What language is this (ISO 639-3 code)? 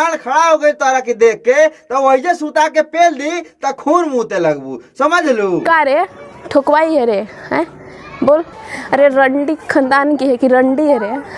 bho